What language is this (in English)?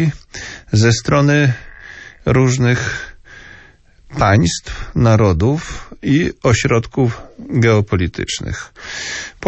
Polish